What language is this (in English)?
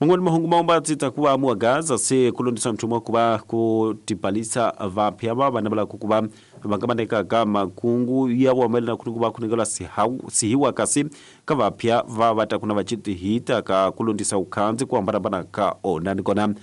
Tsonga